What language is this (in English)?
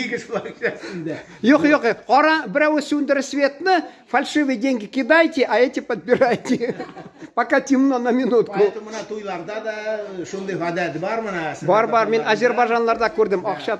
Tatar